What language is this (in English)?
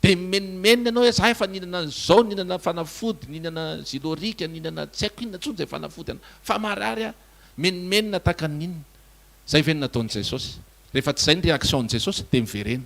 Malagasy